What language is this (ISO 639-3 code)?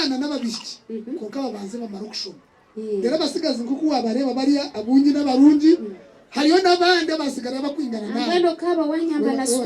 nyn